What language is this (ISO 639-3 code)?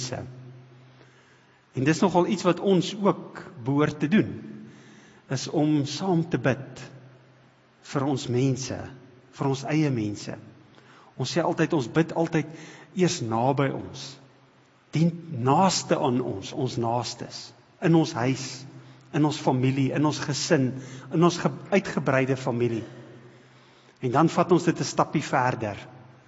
afr